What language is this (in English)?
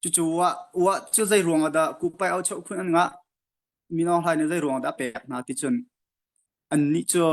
Hakha Chin